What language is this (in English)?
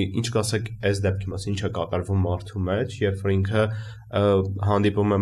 Armenian